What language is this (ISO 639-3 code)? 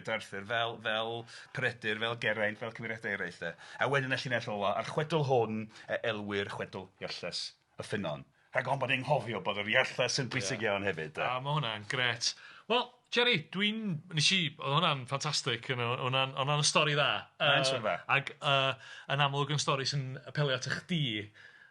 cym